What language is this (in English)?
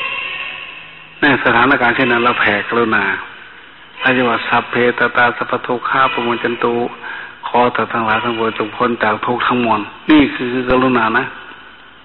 Thai